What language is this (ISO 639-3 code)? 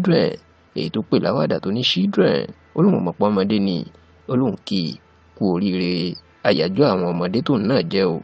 yor